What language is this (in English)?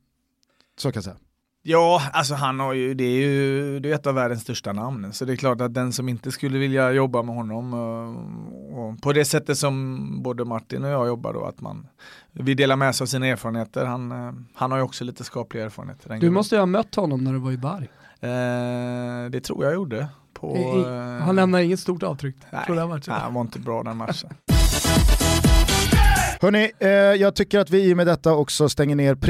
Swedish